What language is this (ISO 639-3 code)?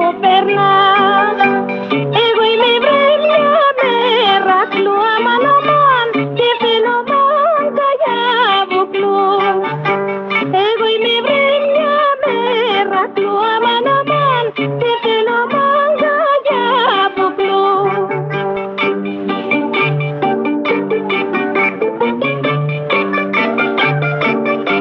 ell